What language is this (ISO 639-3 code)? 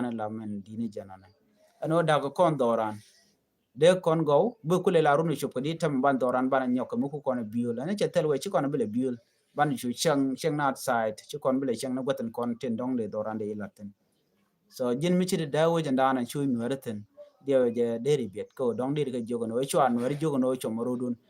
nus